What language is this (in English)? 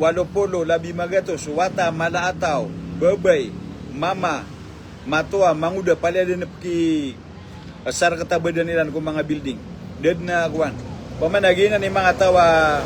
Maranao